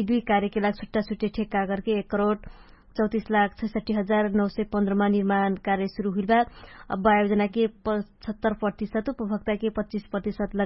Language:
Dangaura Tharu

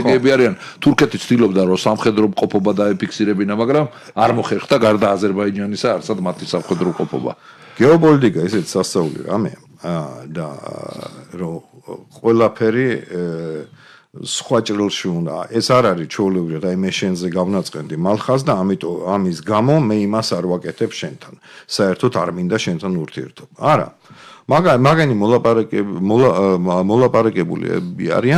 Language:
Georgian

